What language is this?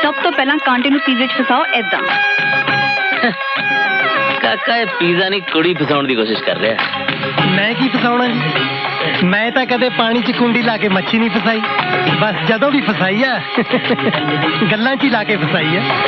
Punjabi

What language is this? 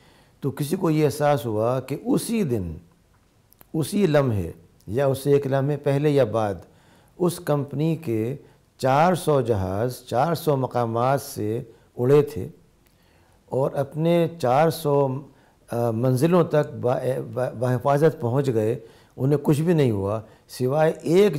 Urdu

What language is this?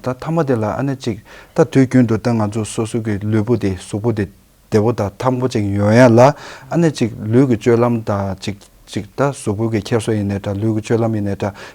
Tibetan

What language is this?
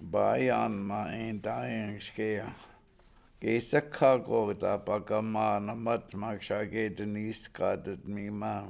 Chippewa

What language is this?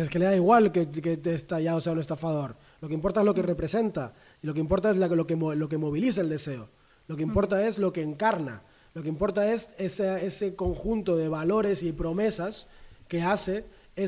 Spanish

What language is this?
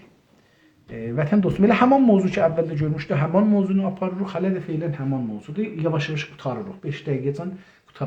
South Azerbaijani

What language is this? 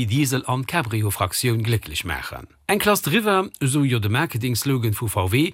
Luxembourgish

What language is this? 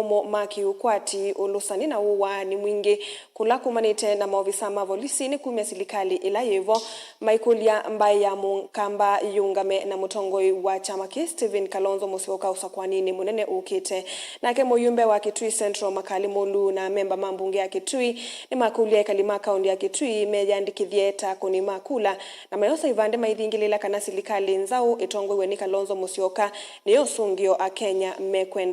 Kamba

